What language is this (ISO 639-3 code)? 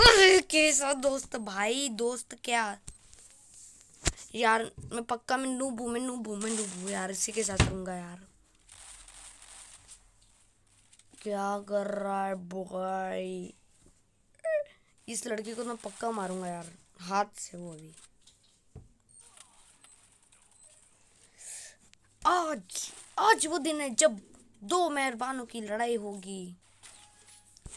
hin